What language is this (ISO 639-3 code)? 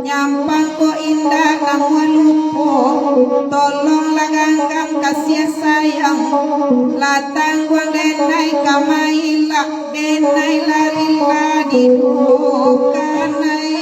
min